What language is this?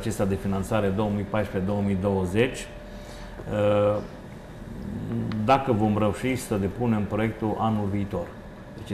Romanian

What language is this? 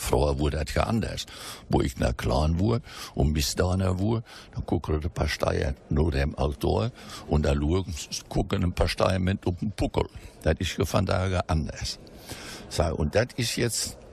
Westphalien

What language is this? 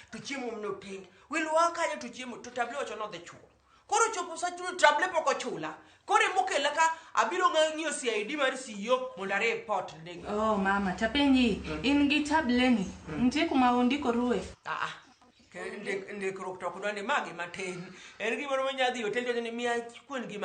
Luo (Kenya and Tanzania)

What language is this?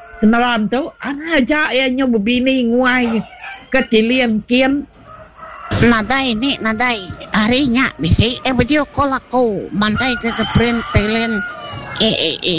Iban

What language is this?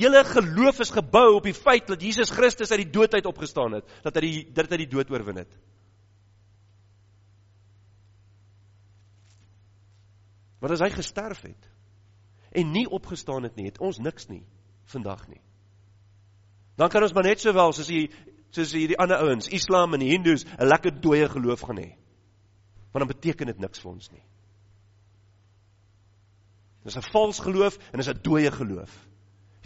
Afrikaans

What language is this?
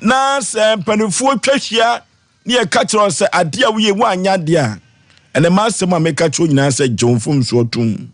Akan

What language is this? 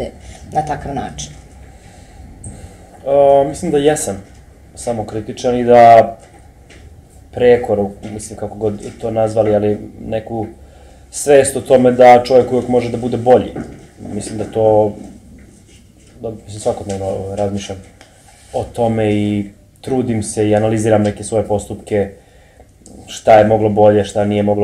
Serbian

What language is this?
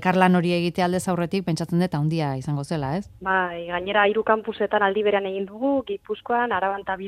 Basque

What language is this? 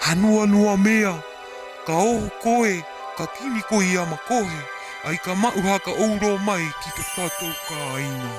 Rapanui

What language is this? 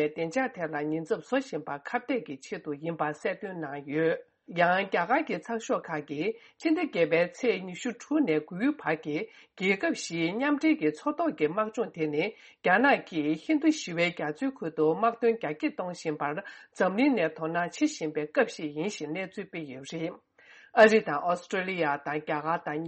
Tibetan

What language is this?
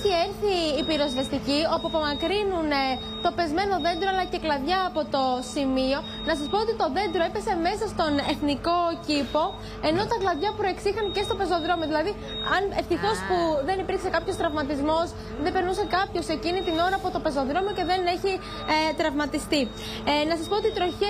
Greek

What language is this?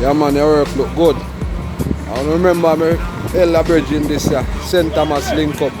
Jamaican Creole English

